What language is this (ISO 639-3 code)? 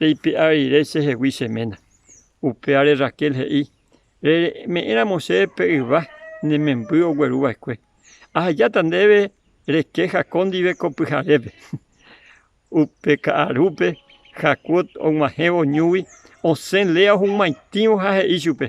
grn